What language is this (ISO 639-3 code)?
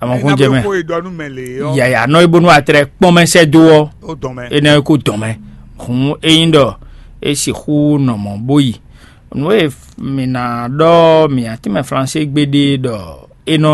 fon